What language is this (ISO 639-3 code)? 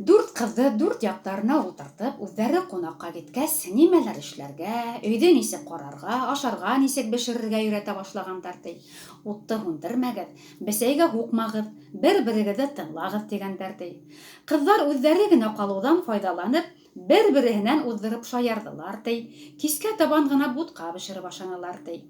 bak